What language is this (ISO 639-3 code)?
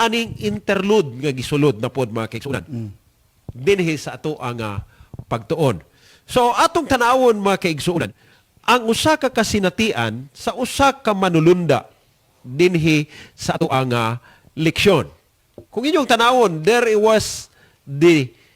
ceb